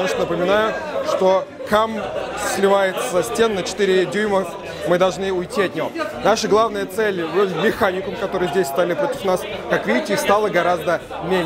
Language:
Russian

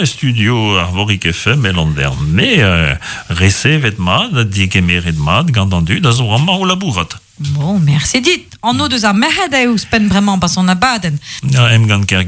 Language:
Breton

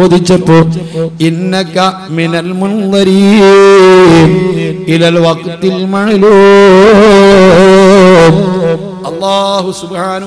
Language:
Malayalam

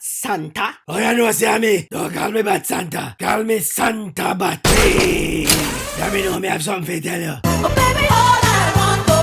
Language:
Jamaican Creole English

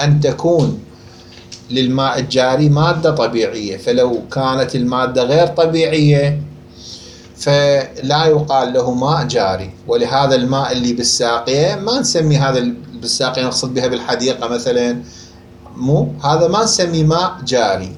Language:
Mesopotamian Arabic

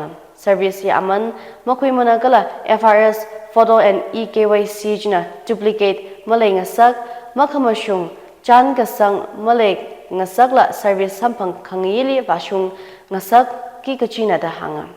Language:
Tangkhul Naga (India)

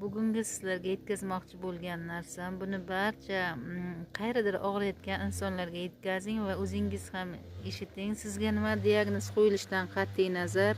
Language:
Uzbek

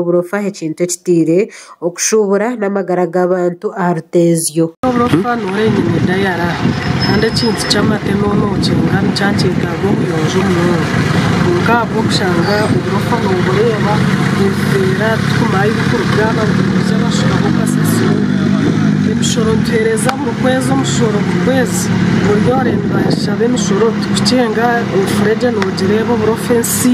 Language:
Nyankole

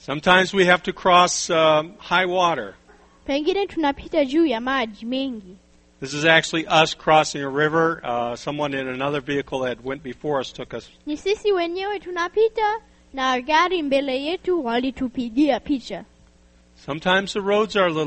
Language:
Swahili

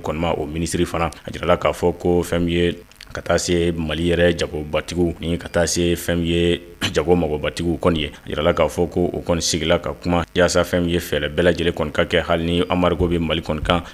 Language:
Bambara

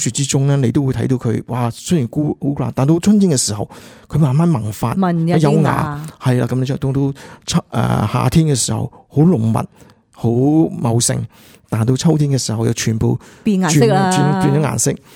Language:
Cantonese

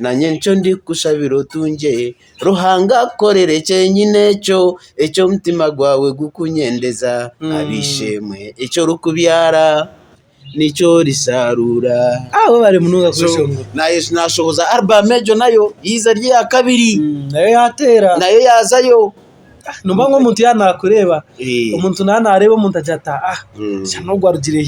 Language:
Nyankole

